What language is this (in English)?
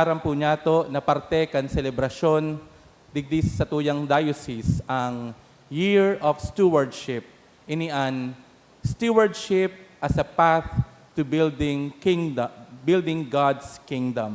Bikol